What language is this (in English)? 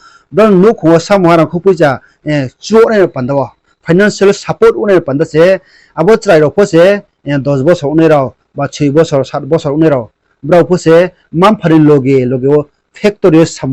Riang (India)